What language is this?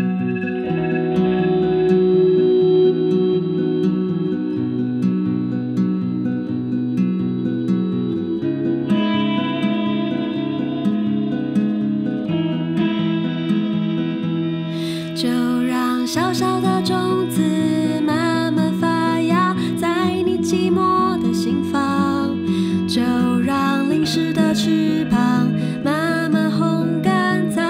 Chinese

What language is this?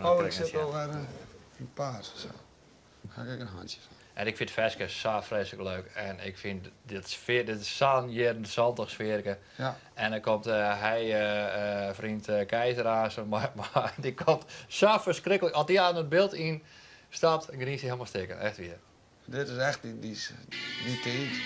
Western Frisian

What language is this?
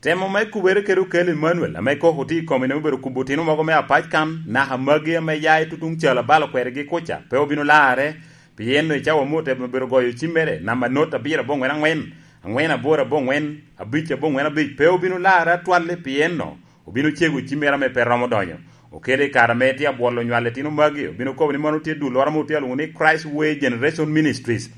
Lango (Uganda)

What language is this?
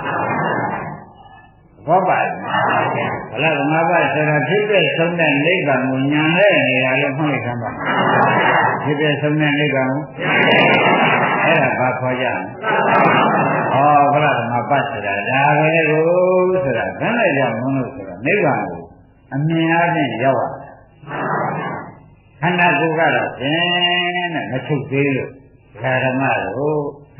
Burmese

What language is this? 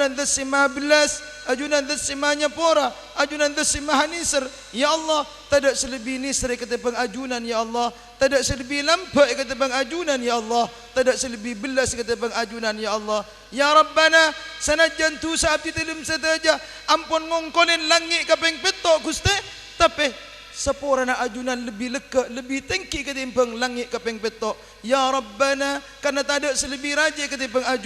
Madurese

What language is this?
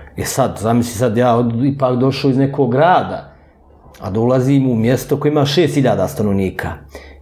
Bosnian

